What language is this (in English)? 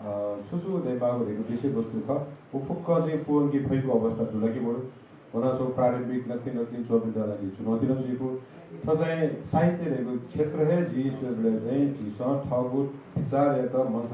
Newari